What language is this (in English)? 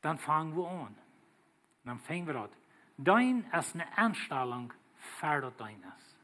Plautdietsch